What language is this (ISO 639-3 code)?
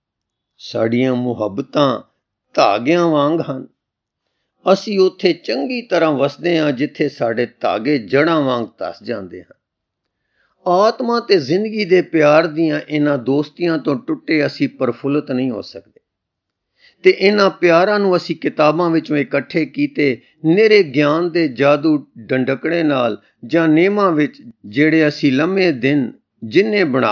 pan